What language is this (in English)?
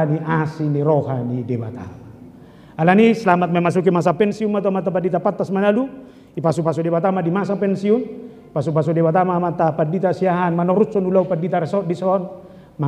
Batak Toba